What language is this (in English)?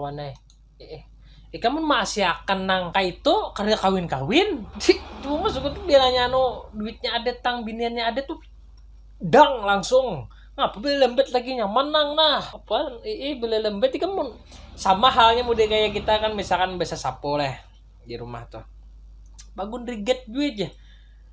Banjar